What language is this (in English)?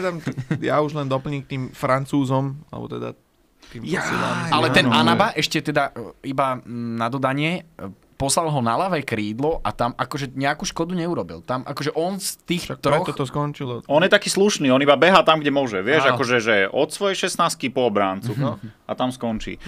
Slovak